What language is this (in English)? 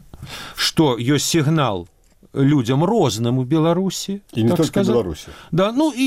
Belarusian